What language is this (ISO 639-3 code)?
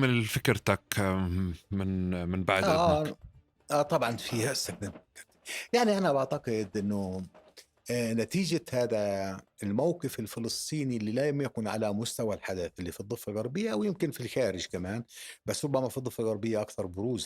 apc